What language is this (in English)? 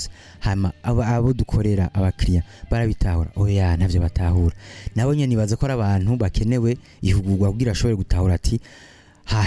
Rundi